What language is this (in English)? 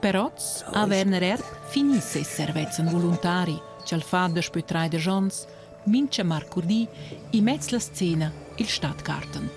Romansh